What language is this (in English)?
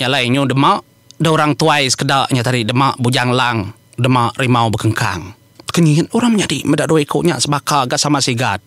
Iban